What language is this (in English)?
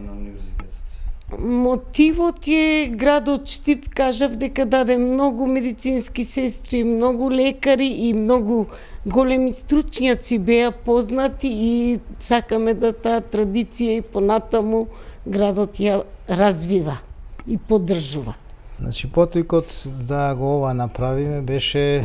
Macedonian